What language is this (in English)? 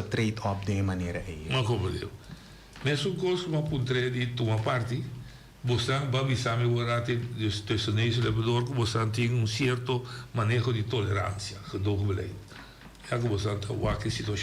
Papiamento